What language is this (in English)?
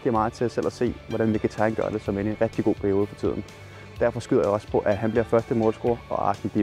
Danish